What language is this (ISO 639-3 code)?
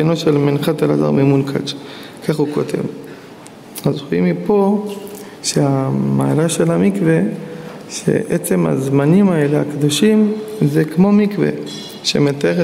heb